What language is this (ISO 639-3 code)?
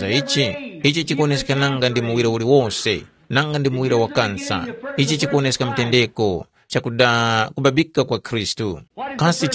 tum